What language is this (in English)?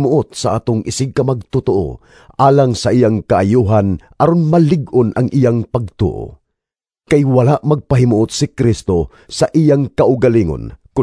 Cebuano